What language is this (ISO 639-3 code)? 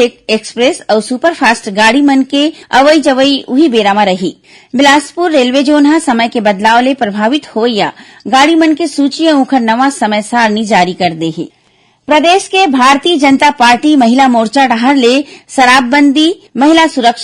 hne